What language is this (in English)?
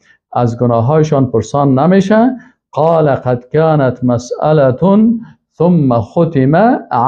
Persian